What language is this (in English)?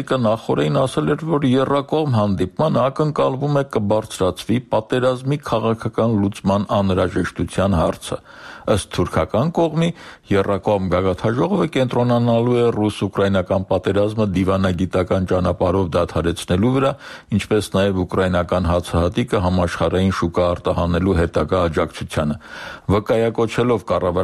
Armenian